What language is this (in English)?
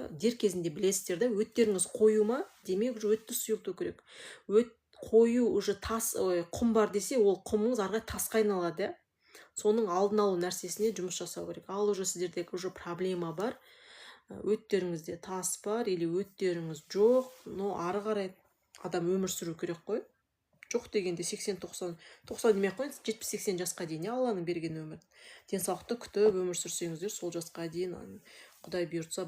Kazakh